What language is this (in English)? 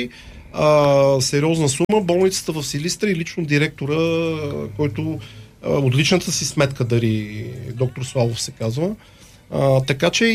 Bulgarian